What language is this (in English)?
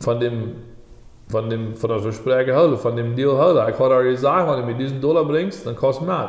Plautdietsch